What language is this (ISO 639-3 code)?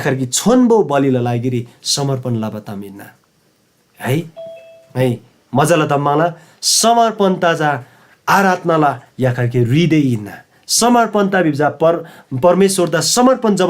taj